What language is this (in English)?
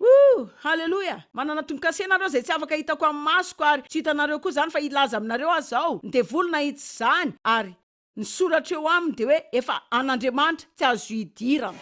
Malagasy